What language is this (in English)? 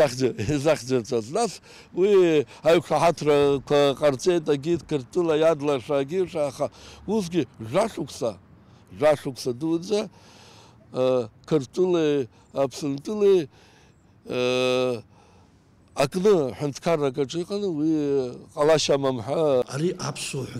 Abkhazian